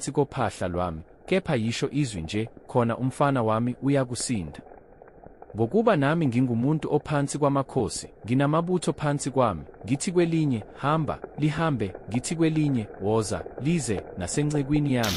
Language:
Zulu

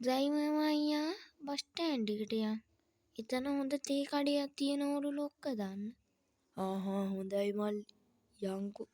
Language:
Sinhala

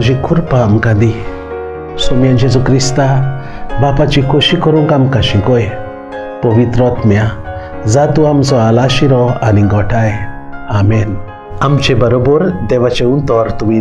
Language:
Konkani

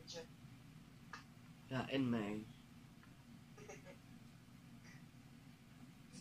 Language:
Dutch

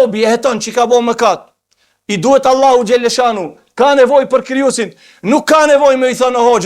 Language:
Albanian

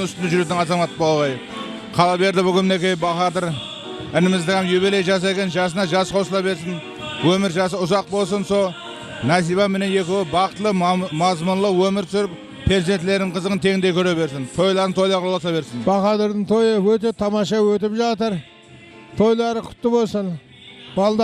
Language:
Kara-Kalpak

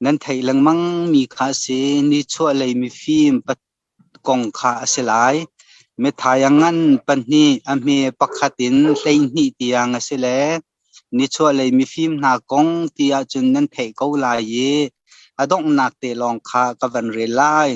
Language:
Hakha Chin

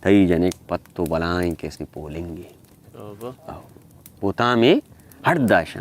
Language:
Baluchi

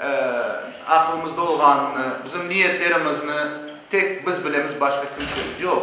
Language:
Crimean Tatar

